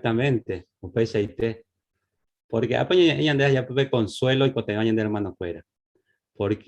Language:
Guarani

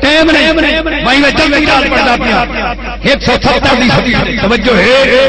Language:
Saraiki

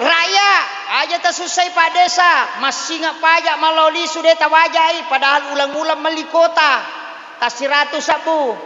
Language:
Buginese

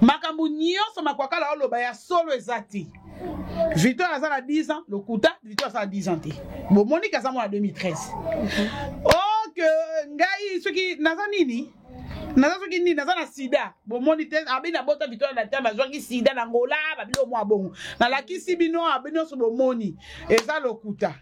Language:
Lingala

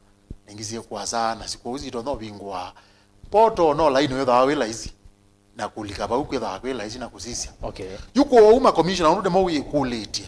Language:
Kamba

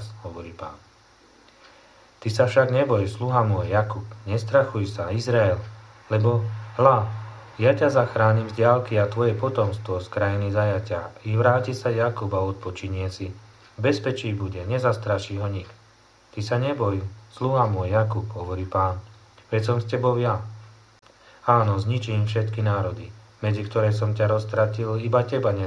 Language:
Slovak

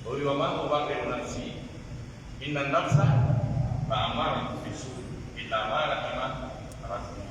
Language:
Pular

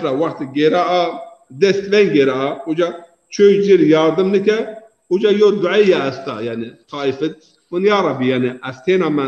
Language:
Zaza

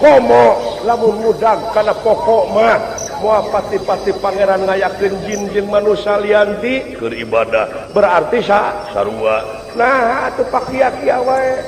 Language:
Sundanese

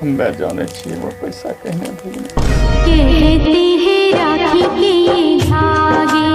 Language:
Angika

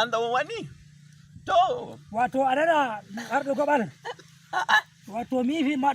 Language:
Nigerian Fulfulde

